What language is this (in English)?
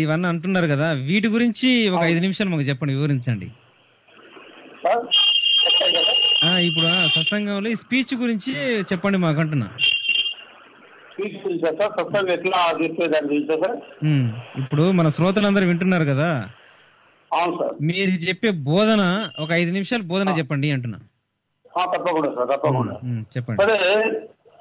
Telugu